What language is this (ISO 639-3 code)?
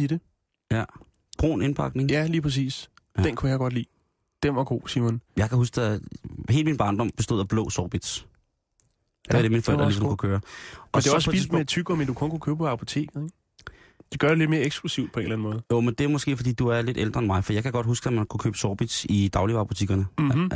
dan